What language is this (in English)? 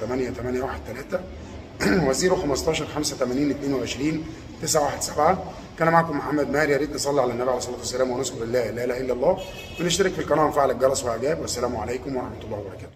Egyptian Arabic